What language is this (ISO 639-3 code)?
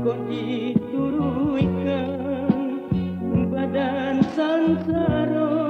min